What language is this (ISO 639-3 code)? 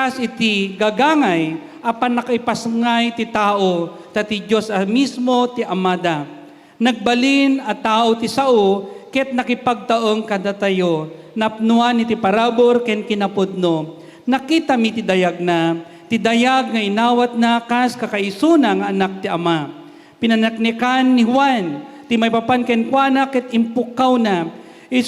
ilo